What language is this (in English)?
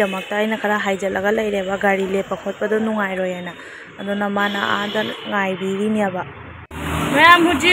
Manipuri